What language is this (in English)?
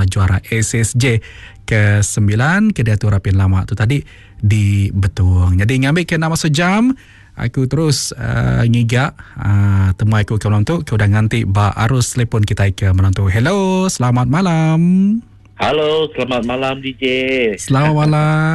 Iban